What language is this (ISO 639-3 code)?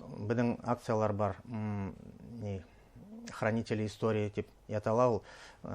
bak